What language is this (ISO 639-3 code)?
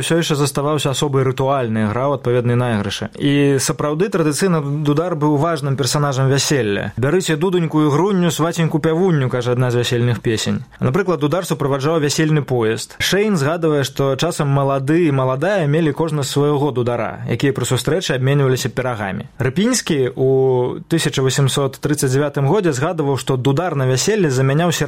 bel